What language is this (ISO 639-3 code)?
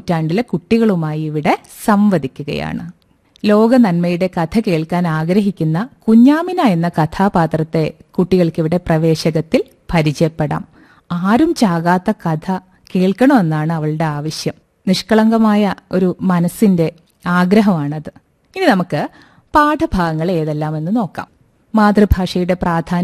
mal